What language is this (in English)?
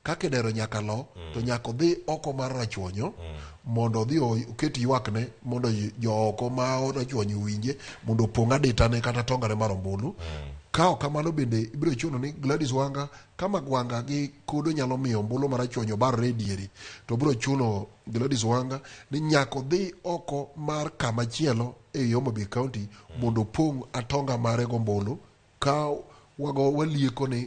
Luo (Kenya and Tanzania)